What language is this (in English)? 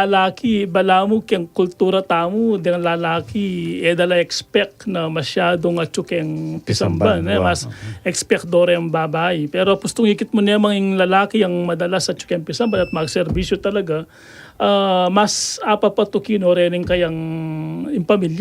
Pampanga